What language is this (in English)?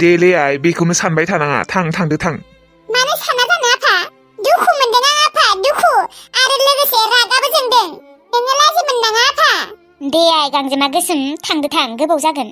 Bodo